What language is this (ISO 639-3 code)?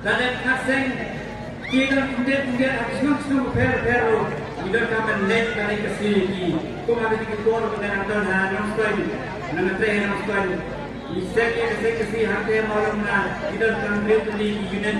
kha